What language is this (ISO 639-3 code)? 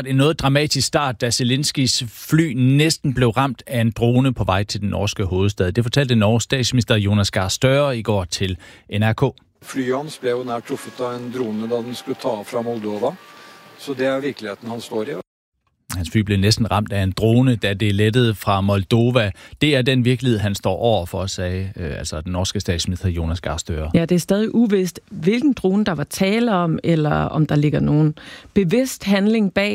dan